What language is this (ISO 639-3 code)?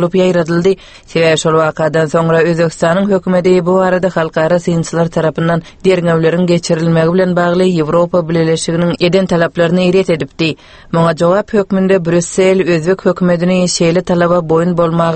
tuk